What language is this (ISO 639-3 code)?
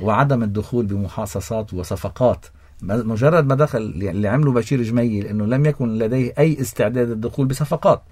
apc